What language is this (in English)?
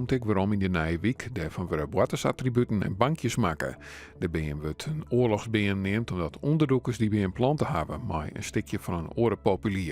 Western Frisian